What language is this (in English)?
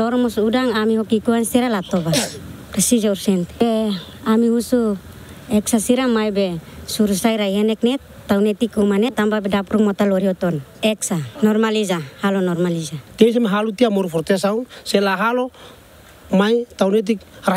Tetum